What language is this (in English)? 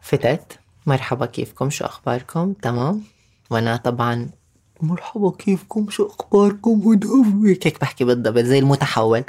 North Levantine Arabic